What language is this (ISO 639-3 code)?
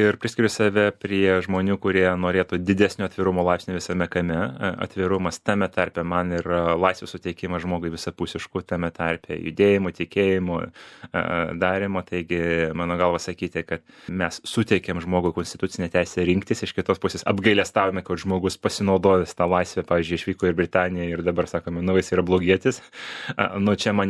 lit